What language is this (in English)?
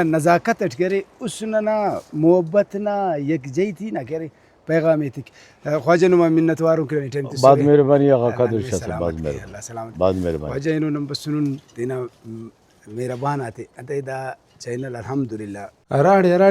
Brahui